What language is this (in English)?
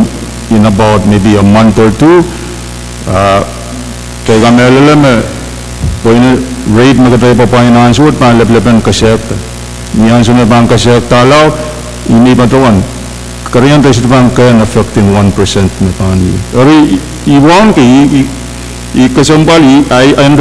Pohnpeian